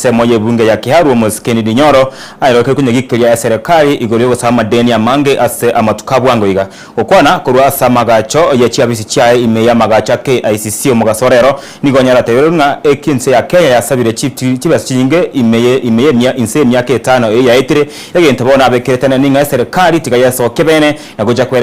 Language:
Gusii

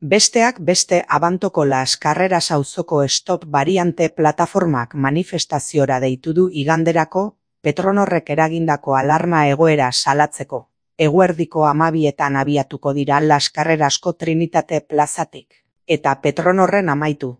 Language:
Basque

